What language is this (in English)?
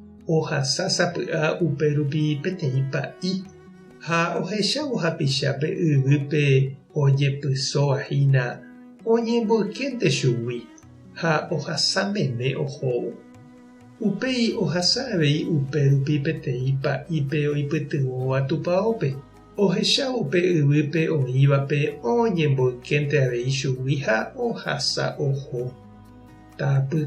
Guarani